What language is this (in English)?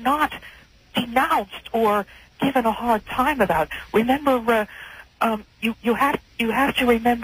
English